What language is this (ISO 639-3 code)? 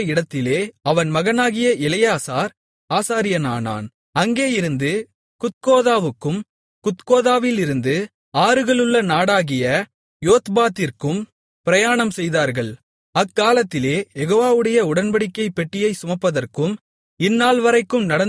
tam